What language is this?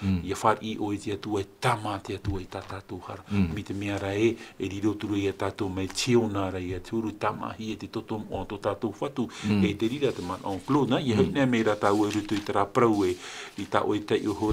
Tahitian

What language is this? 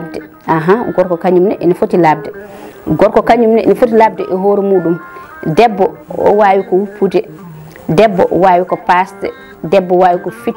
Fula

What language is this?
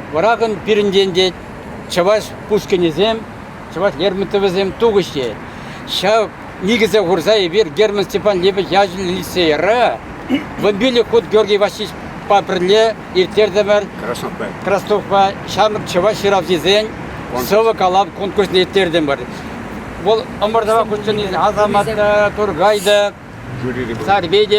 Chuvash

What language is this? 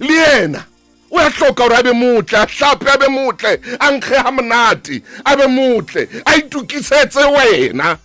Southern Sotho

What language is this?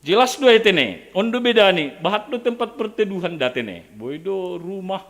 Batak Simalungun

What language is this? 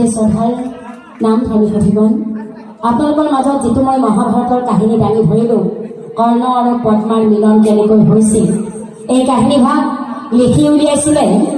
Assamese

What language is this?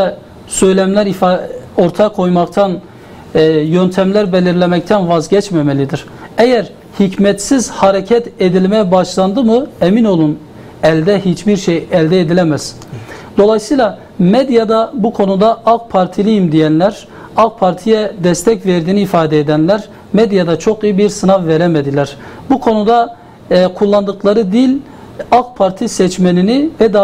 Turkish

